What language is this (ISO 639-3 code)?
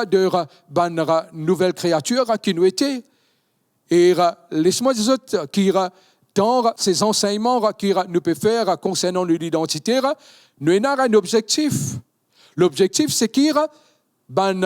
mfe